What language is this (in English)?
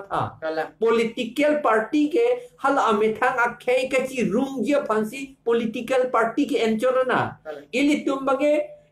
Karbi